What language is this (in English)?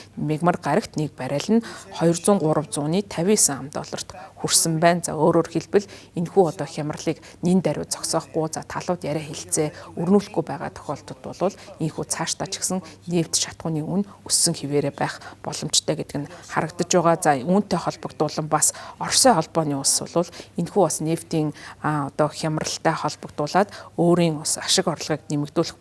Mongolian